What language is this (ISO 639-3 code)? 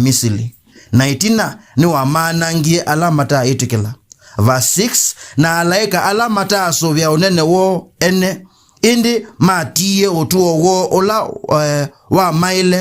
kam